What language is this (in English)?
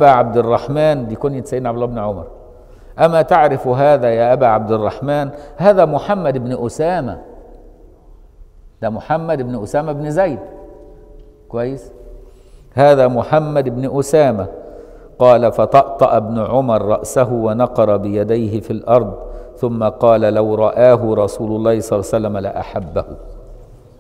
Egyptian Arabic